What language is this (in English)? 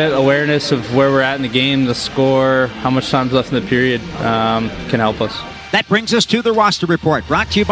English